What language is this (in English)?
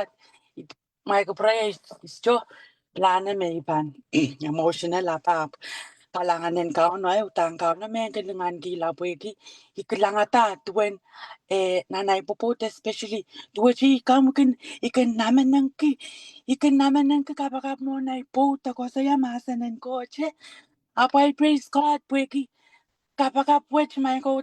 Pohnpeian